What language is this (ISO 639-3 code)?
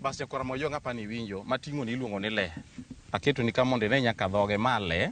luo